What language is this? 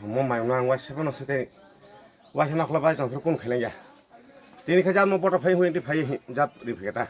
Kok Borok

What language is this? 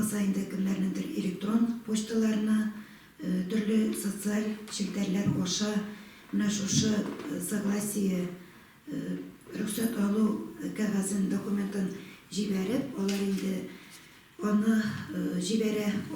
Tatar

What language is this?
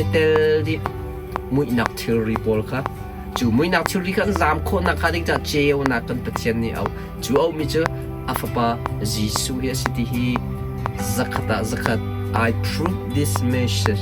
Hakha Chin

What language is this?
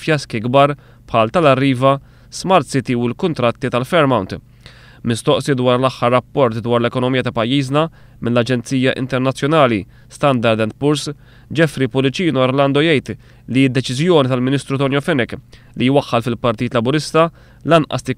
Maltese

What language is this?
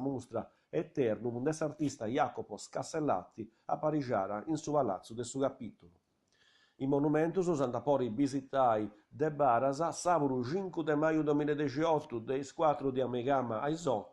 Sardinian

